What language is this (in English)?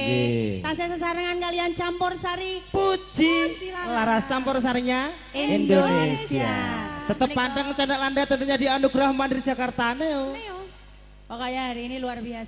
Indonesian